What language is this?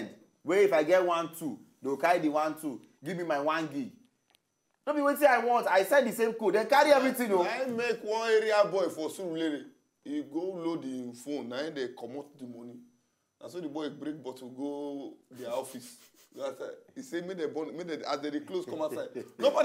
Nigerian Pidgin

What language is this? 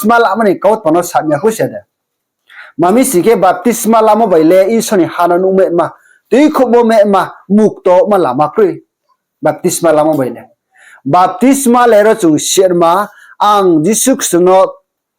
Riang (India)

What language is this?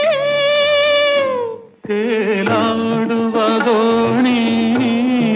Kannada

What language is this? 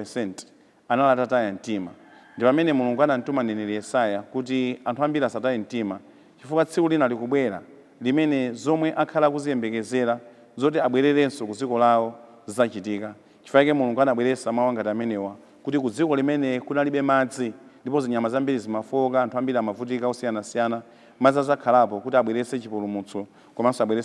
Nyanja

